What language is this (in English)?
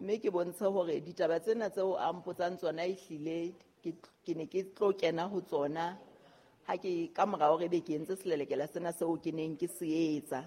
Southern Sotho